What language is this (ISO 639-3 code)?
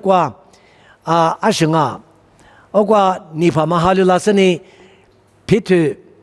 lis